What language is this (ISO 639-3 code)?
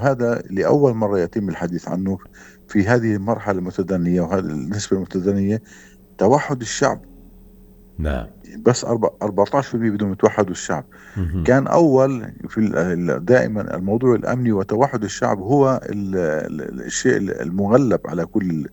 apc